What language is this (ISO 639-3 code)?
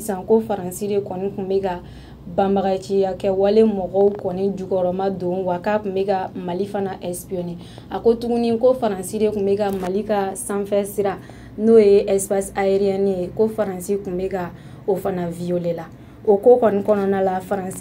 bam